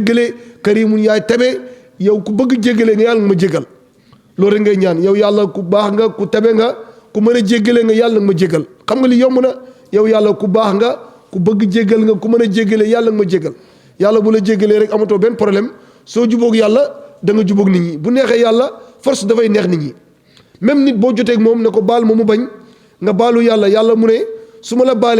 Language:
Wolof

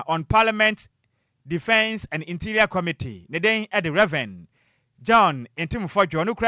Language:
Akan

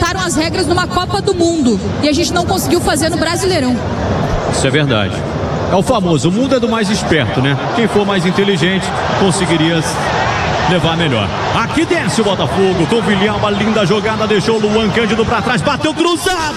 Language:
Portuguese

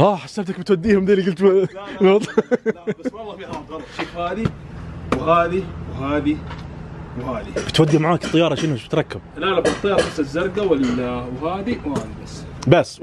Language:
Najdi Arabic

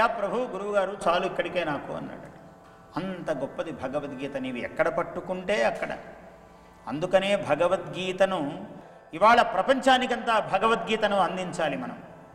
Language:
Telugu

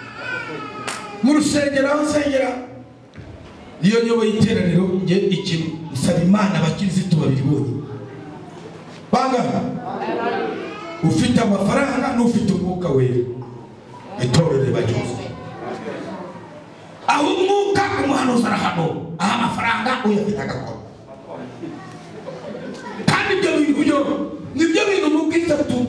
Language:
Kinyarwanda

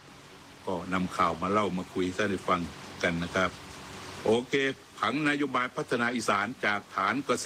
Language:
Thai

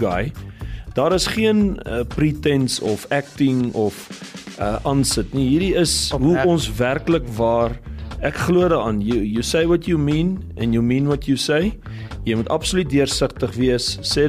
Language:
Afrikaans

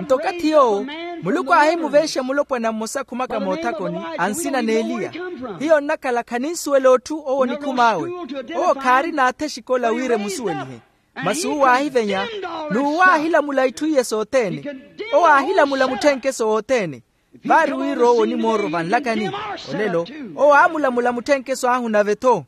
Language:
Makhuwa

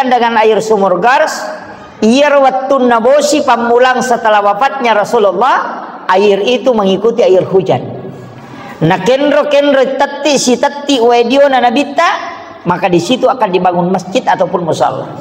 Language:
Buginese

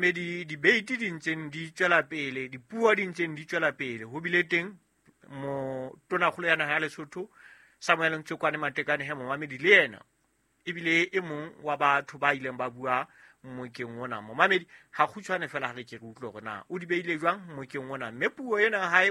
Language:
Southern Sotho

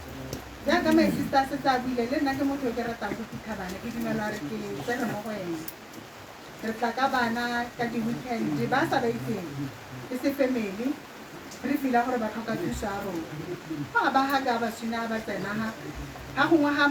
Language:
Tswana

